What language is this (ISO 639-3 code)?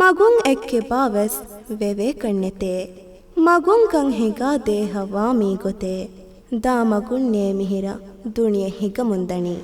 div